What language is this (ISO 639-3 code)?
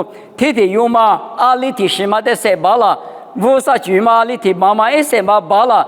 lis